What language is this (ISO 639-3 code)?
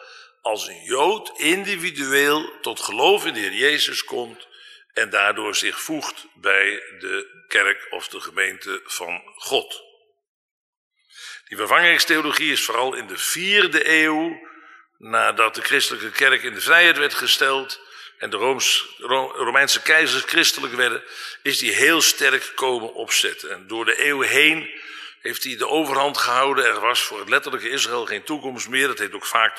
nld